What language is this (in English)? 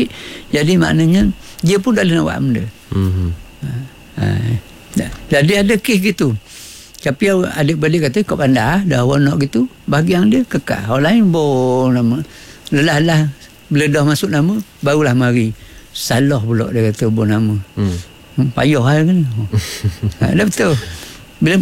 Malay